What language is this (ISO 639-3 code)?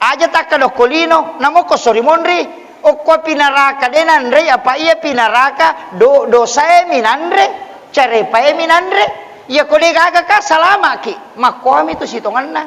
bug